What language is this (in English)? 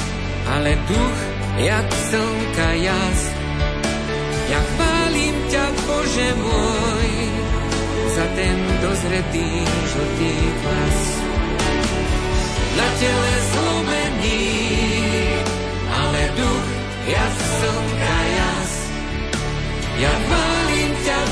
Slovak